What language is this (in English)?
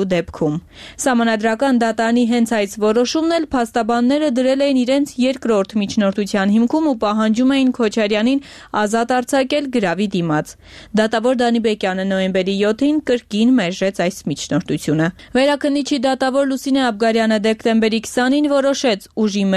Armenian